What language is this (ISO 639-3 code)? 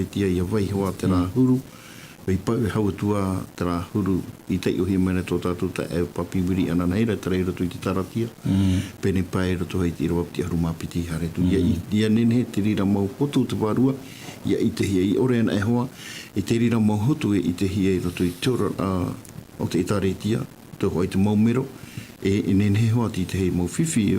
tah